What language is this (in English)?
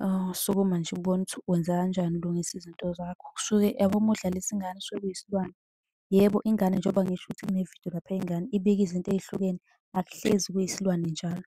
Zulu